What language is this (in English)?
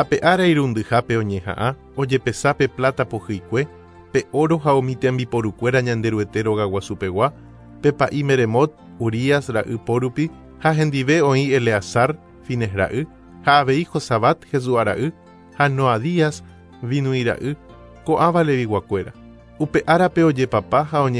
Guarani